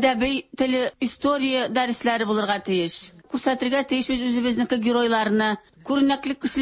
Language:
Tatar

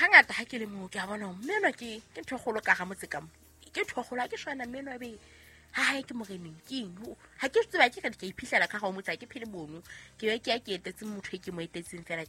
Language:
Southern Sotho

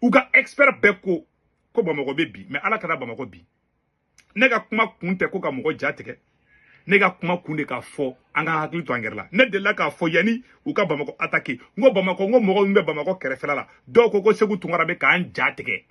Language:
Bambara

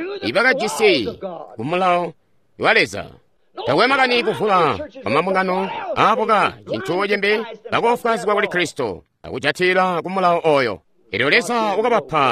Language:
Tonga (Zambia)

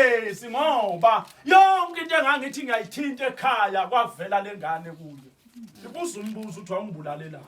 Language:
Zulu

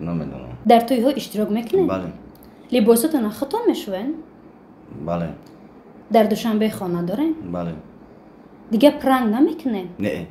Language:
Tajik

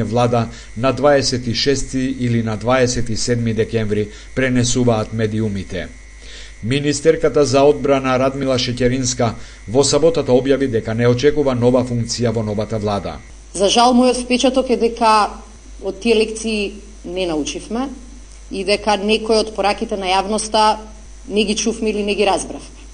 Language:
Macedonian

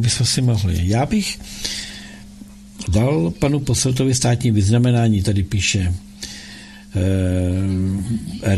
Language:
Czech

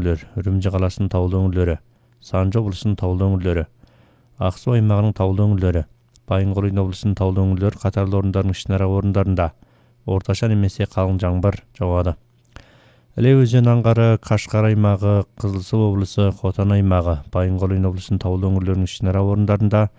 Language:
Kazakh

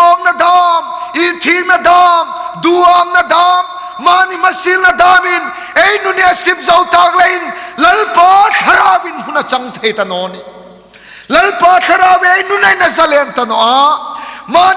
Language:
Hmar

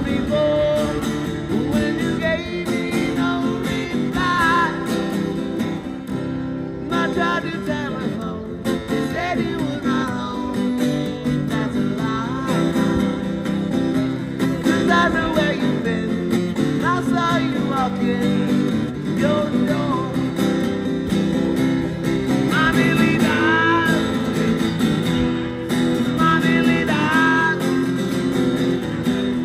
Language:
English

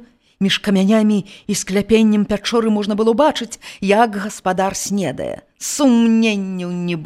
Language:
Belarusian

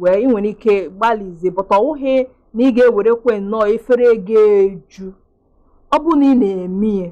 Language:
Igbo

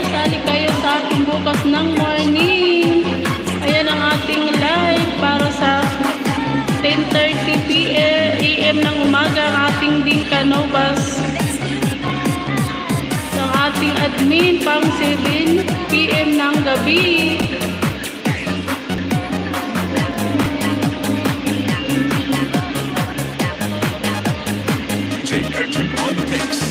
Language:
Filipino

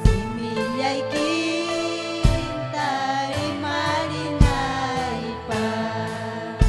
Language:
Ayacucho Quechua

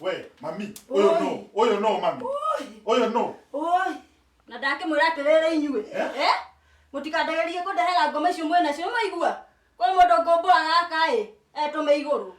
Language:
Kikuyu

